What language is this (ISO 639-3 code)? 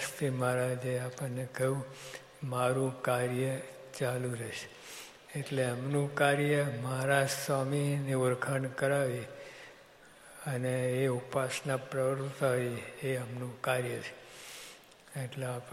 guj